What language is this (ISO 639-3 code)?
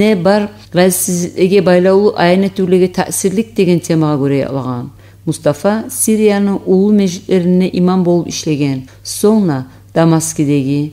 kum